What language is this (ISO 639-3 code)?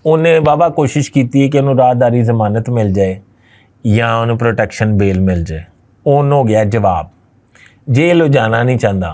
lah